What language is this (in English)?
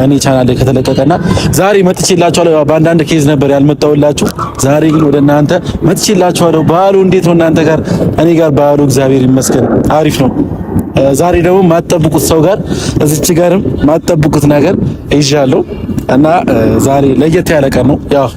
Amharic